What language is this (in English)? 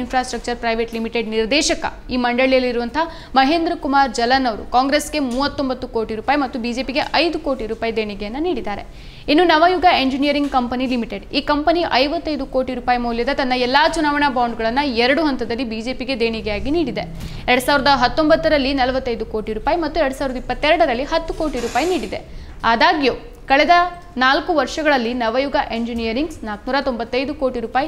Kannada